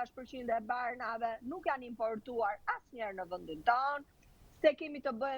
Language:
Albanian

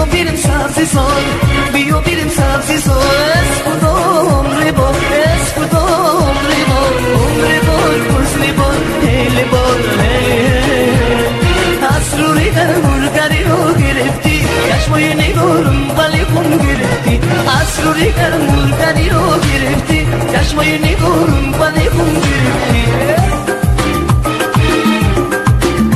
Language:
Persian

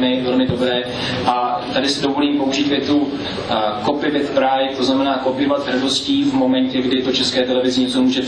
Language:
Czech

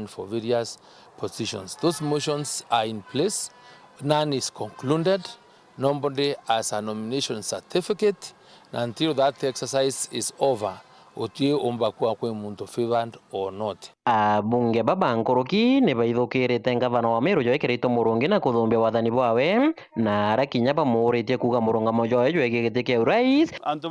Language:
Meru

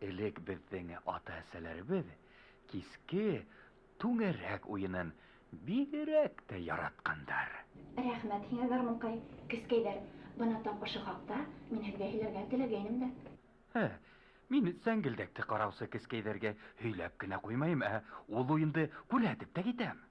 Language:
Bashkir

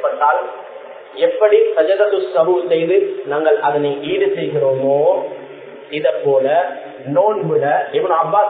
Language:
Tamil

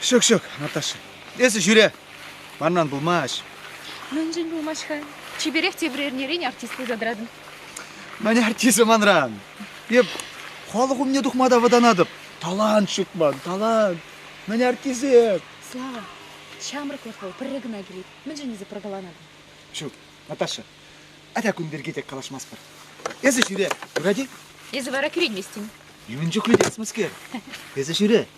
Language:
Chuvash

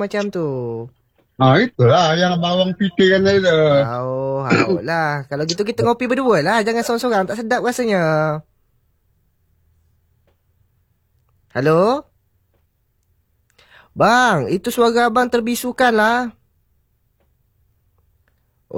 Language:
Malay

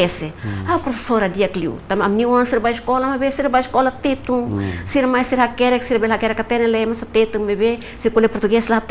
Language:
Tetum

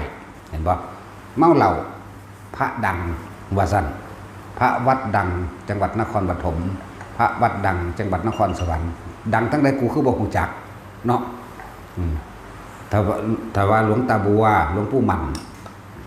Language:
Northeastern Thai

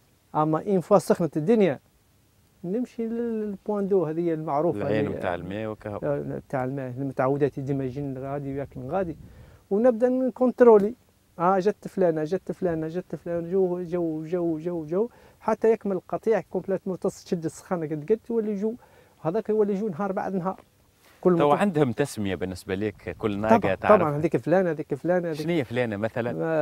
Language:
Tunisian Arabic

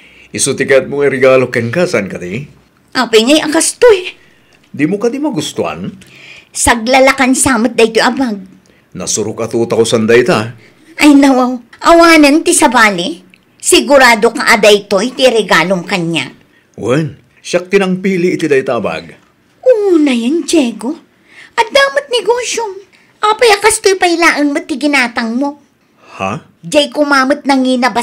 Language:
Iloko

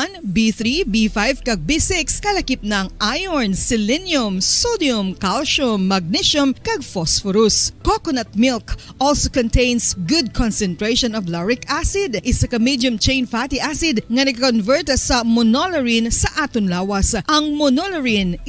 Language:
Hiligaynon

